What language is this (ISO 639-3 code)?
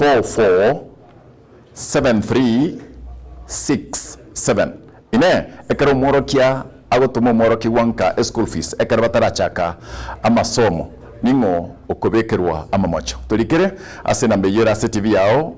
guz